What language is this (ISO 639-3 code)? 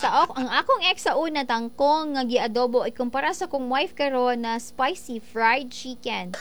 ceb